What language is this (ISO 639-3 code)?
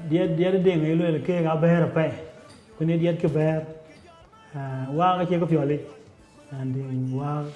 din